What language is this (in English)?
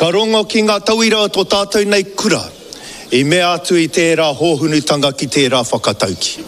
Māori